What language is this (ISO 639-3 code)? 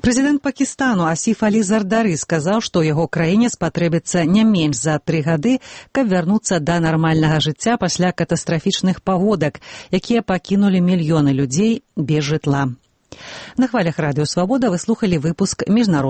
bel